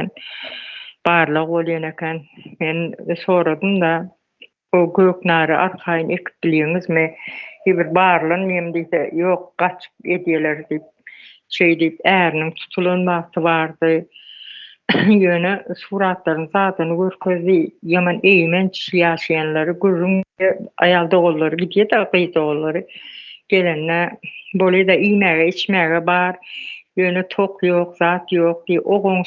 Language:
Turkmen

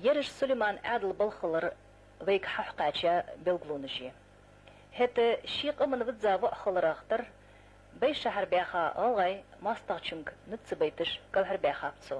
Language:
Ingush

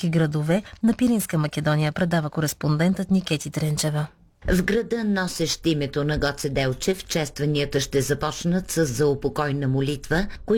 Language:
Bulgarian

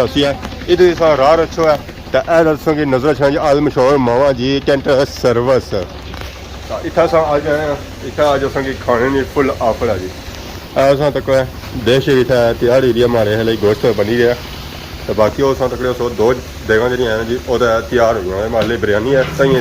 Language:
Pahari-Potwari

